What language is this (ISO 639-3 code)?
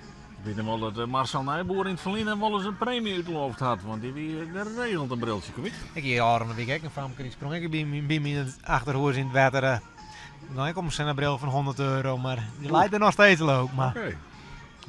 fry